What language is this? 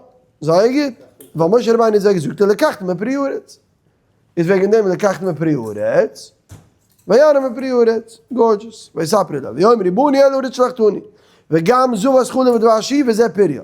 Yiddish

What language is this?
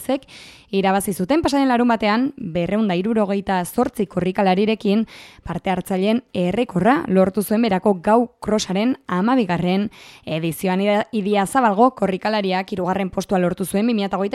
Basque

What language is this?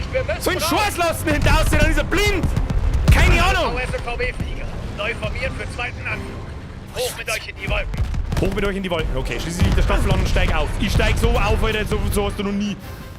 Bavarian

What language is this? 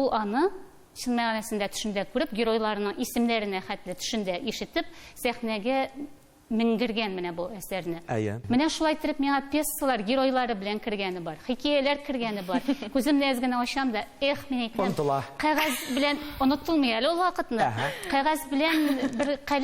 Tatar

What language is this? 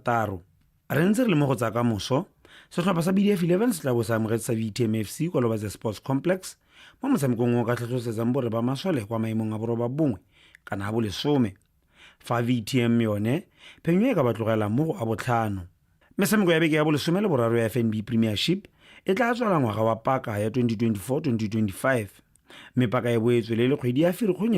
Tswana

